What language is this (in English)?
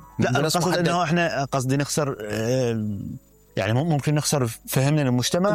Mesopotamian Arabic